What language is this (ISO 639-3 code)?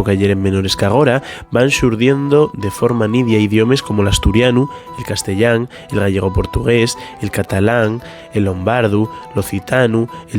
ast